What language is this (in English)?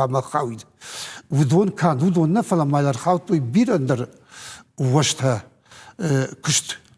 Ossetic